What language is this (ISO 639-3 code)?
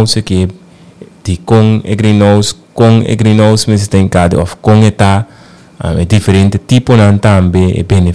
pap